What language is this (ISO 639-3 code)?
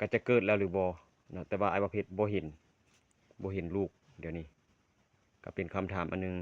lao